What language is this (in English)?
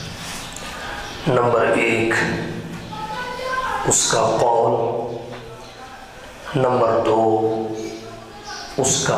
Urdu